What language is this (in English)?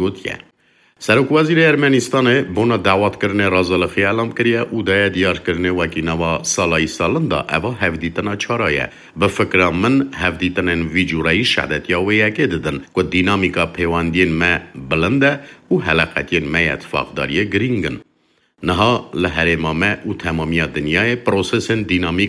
Kurdish